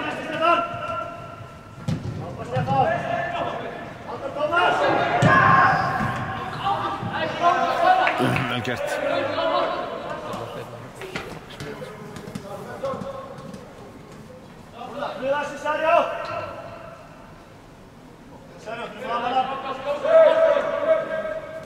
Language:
Icelandic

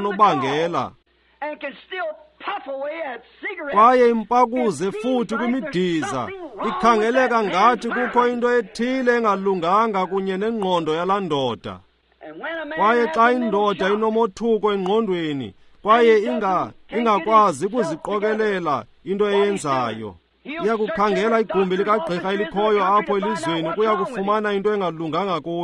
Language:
Xhosa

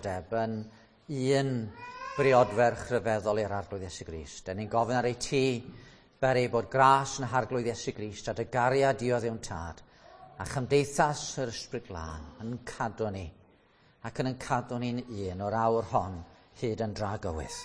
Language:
Welsh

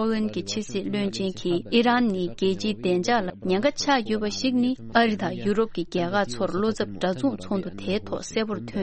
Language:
Tibetan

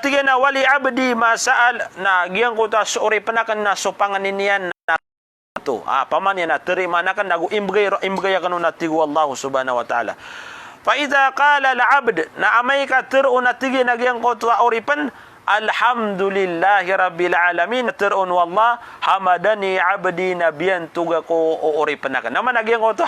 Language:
Maranao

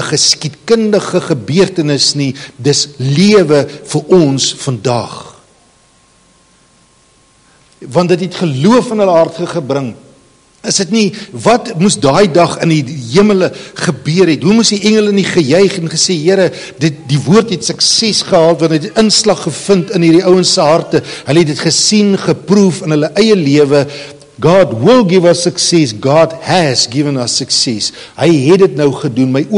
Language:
Afrikaans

